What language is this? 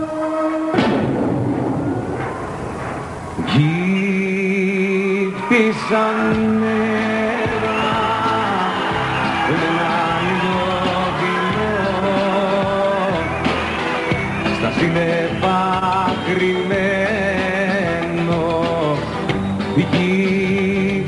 Greek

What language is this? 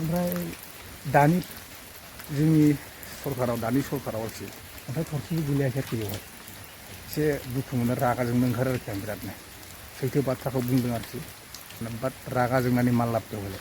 Bodo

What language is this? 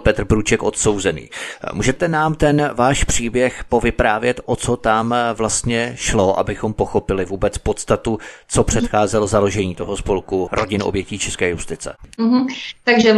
Czech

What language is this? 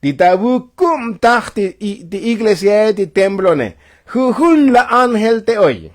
Tzotzil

